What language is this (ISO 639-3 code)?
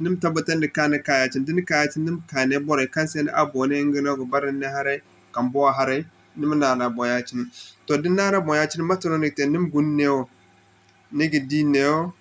dje